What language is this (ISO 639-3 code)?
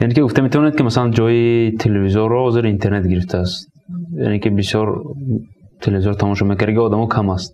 tgk